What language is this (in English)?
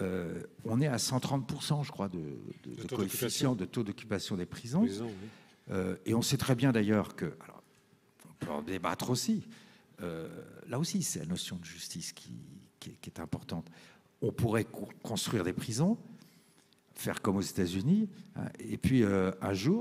French